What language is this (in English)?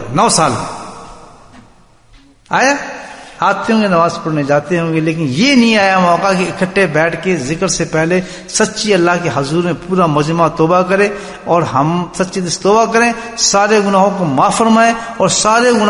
Urdu